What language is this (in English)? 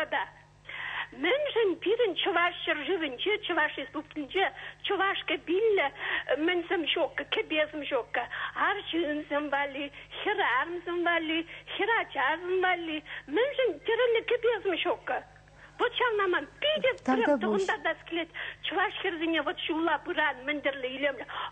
Chuvash